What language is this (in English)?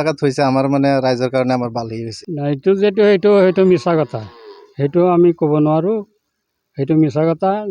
Assamese